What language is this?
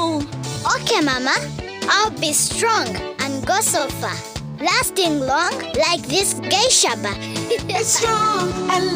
Nyankole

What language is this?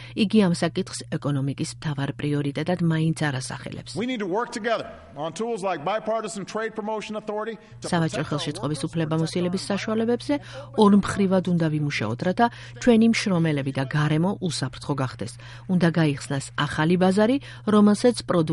Georgian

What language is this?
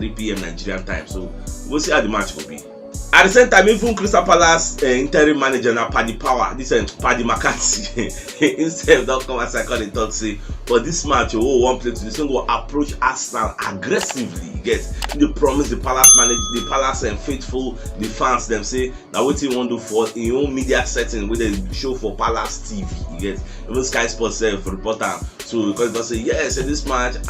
Nigerian Pidgin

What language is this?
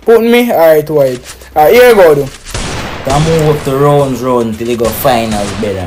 Jamaican Creole English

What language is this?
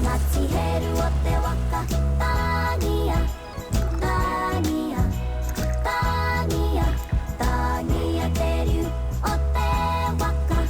Māori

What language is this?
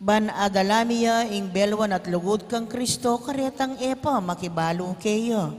Pampanga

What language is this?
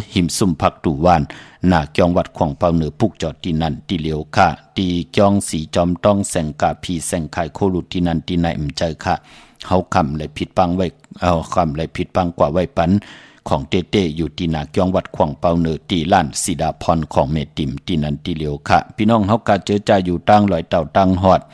Shan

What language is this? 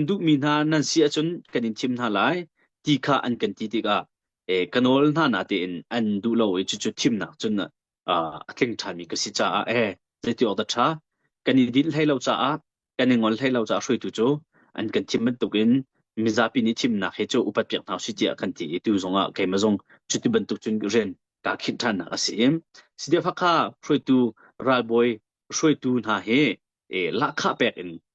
Hakha Chin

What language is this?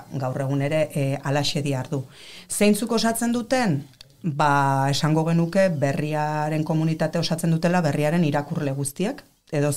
Basque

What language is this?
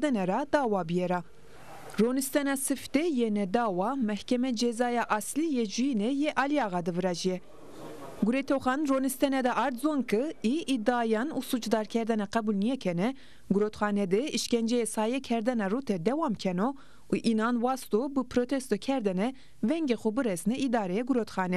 Zaza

